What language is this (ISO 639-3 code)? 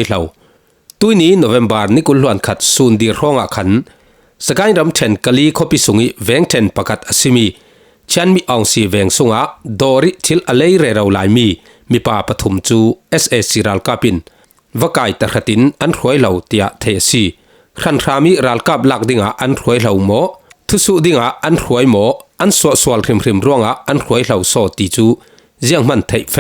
cfm